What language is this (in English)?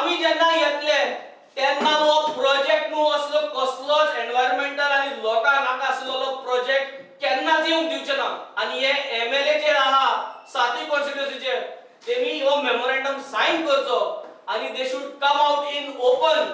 Konkani